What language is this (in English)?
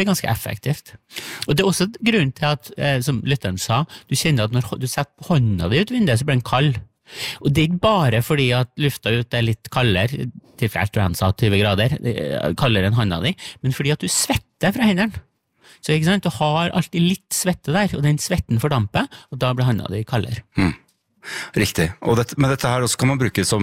Norwegian